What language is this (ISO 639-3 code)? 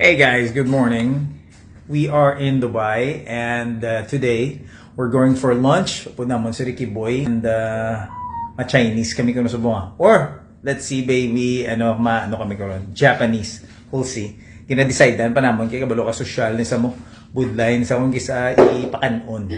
hil